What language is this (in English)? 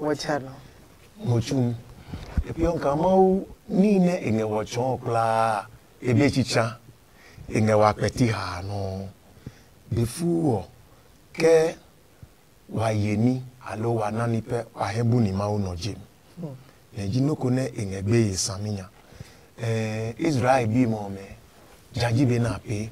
Adangme